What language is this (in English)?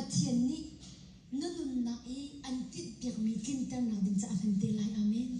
Hakha Chin